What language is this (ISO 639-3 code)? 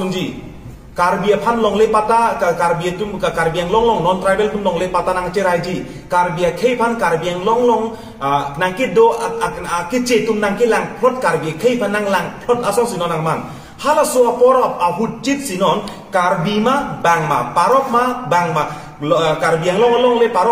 mjw